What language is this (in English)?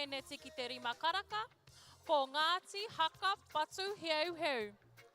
Māori